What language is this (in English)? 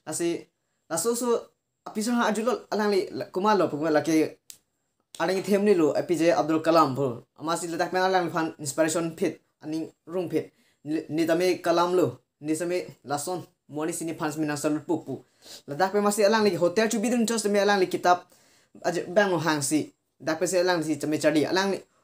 Karbi